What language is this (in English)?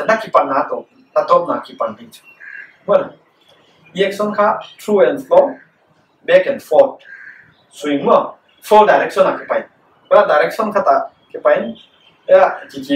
Paite Chin